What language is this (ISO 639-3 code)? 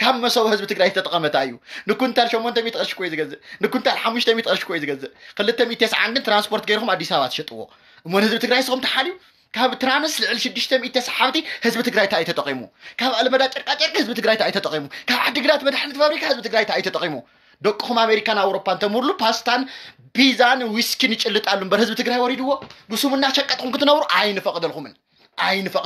tir